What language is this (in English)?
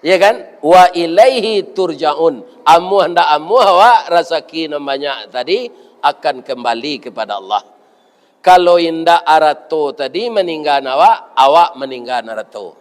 Minangkabau